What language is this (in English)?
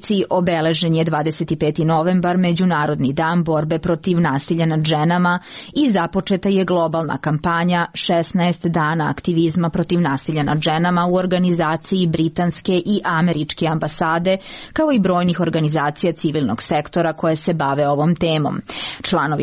Serbian